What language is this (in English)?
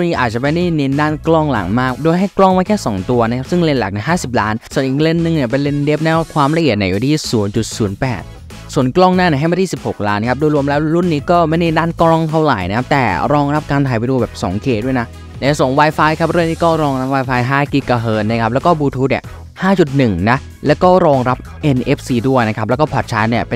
Thai